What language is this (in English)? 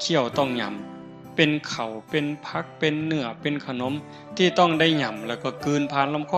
Northeastern Thai